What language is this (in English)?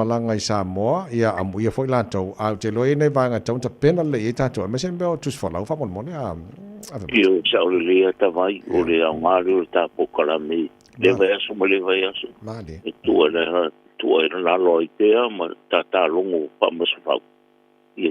Samoan